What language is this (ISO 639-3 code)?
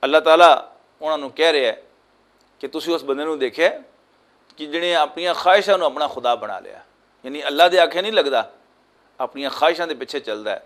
lah